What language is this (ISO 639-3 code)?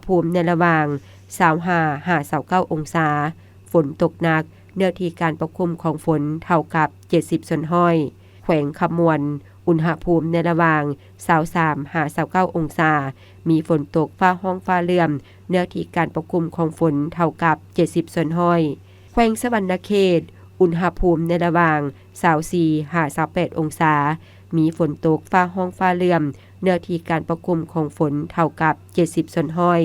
lao